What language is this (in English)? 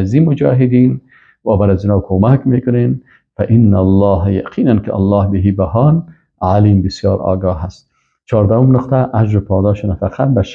Persian